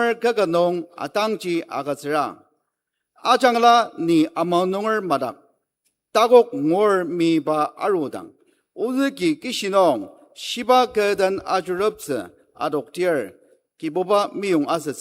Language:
Ao Naga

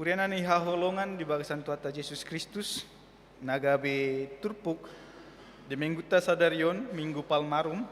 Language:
Batak Toba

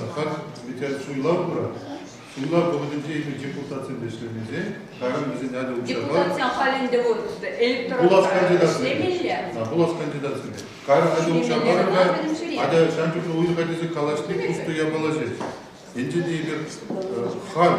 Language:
Chuvash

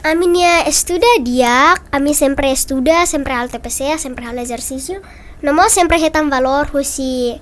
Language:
Tetum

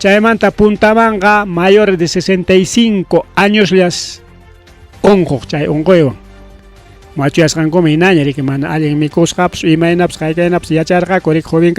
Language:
Ayacucho Quechua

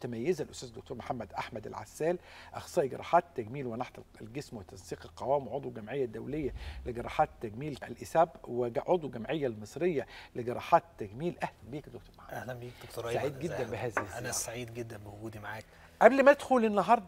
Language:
Egyptian Arabic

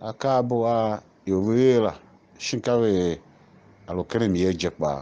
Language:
Tiv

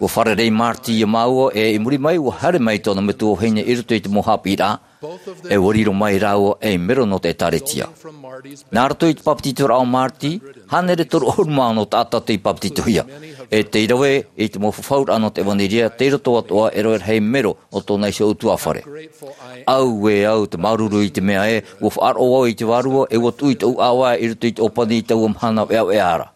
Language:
Tahitian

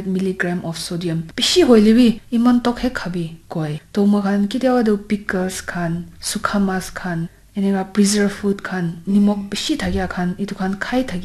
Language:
Naga Pidgin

